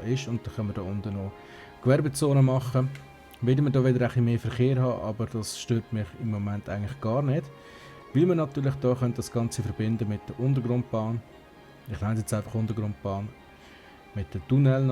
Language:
Swiss German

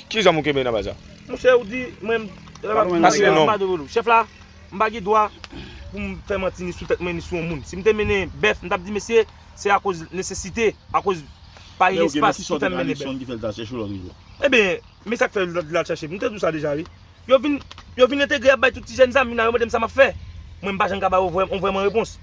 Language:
Haitian Creole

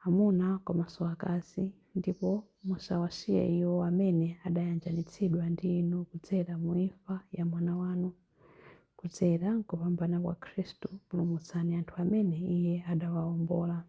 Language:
Nyanja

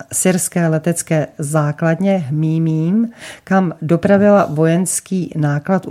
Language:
Czech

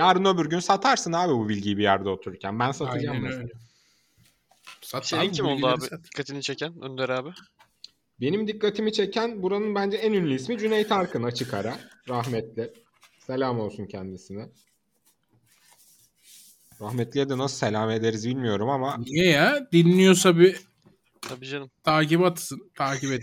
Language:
Turkish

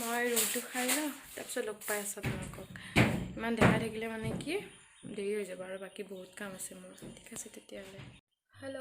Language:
Assamese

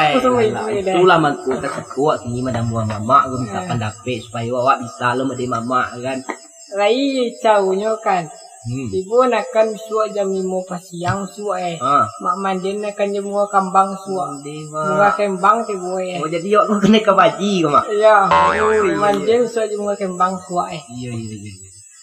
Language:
Minangkabau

